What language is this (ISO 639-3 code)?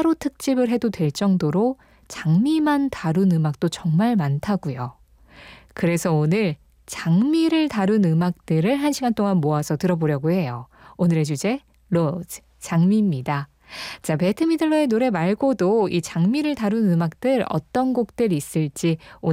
kor